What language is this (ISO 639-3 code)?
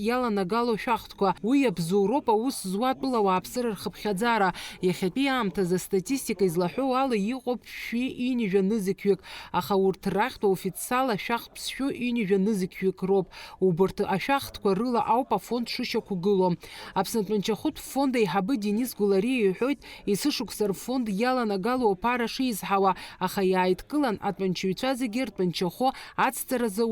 abk